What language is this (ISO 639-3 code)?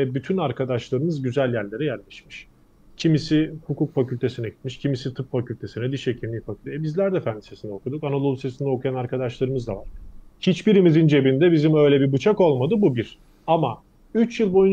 tur